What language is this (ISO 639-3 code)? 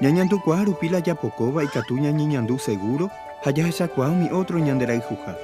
grn